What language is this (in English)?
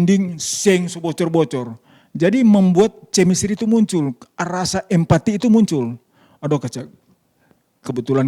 Manado Malay